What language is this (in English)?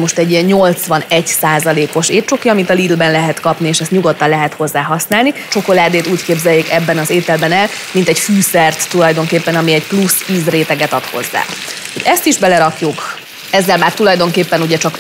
Hungarian